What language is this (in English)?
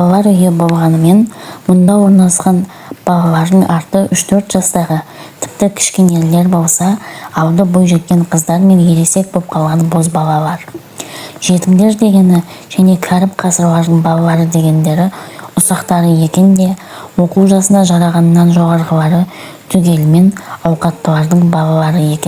Kazakh